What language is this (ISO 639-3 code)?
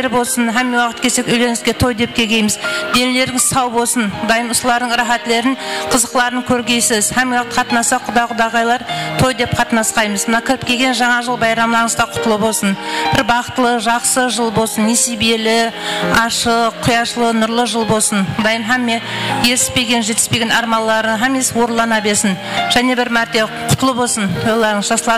kaa